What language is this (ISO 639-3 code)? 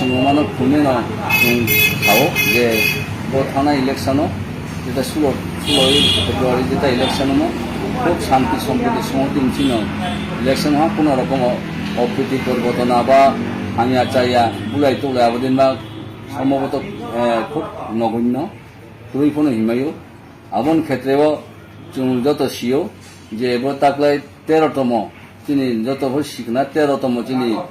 ria